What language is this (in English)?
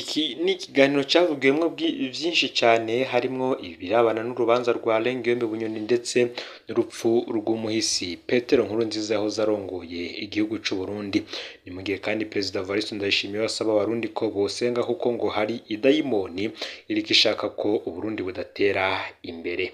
Rundi